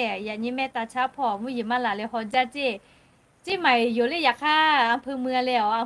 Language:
Lahu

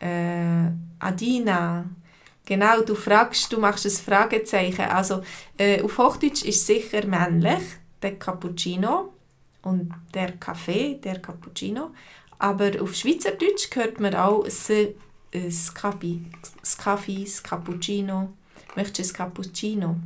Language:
Swiss German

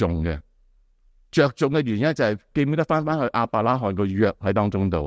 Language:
Cantonese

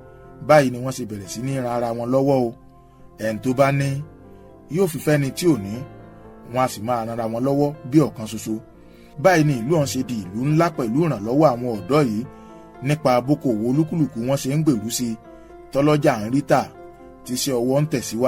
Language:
Yoruba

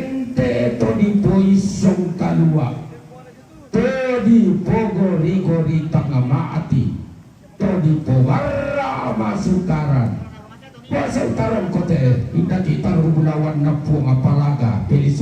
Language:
Toraja-Sa'dan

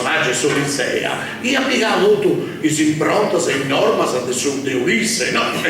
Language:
Sardinian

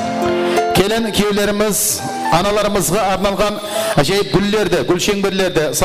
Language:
Kara-Kalpak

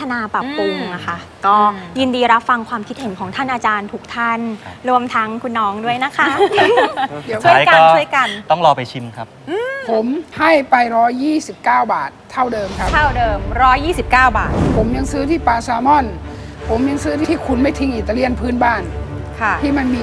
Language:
Thai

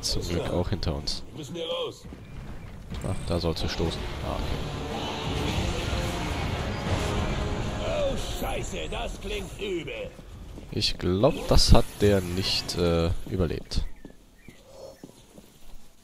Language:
German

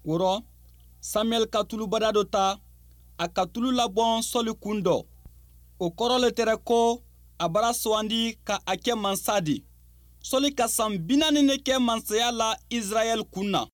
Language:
Mandingo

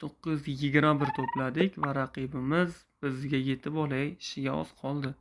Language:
Uzbek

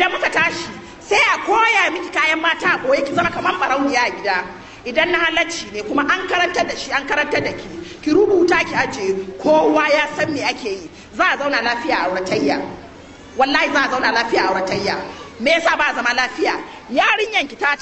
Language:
Hausa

